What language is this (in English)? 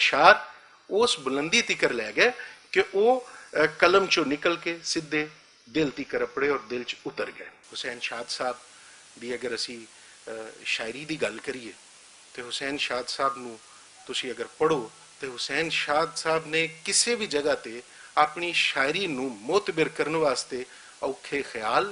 Western Panjabi